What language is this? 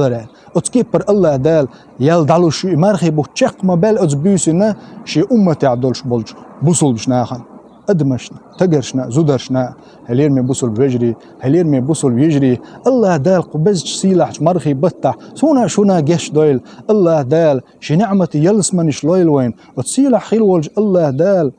Chechen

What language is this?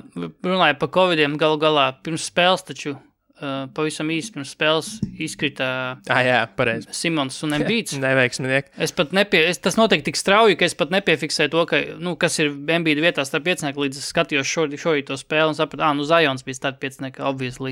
Latvian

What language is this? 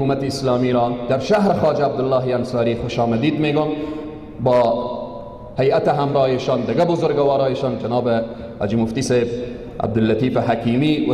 Persian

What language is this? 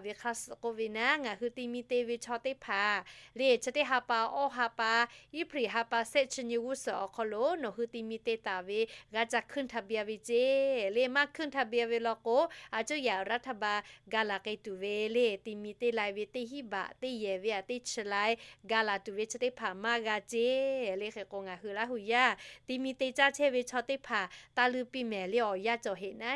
Lahu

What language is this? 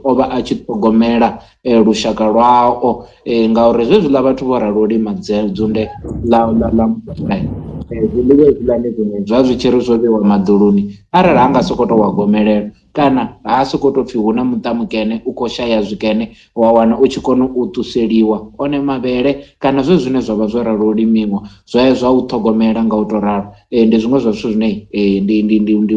Venda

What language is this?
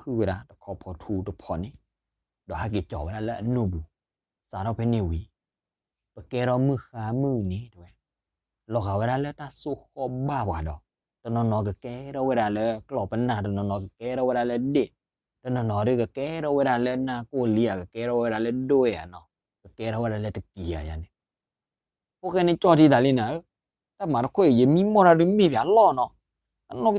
S'gaw Karen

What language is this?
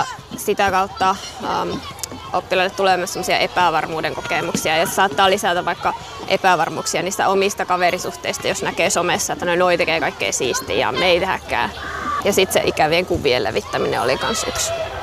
Finnish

